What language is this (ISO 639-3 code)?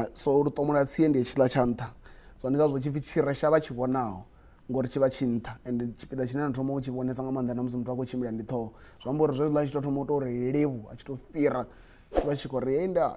ven